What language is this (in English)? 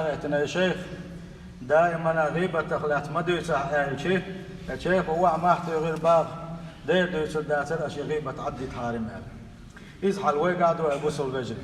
Chechen